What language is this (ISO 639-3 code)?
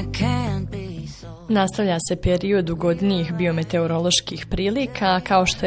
bos